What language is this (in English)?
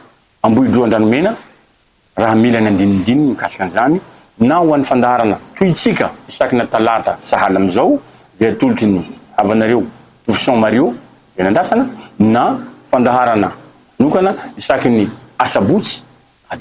Malagasy